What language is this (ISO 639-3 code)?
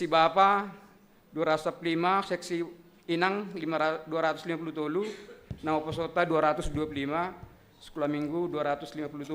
bts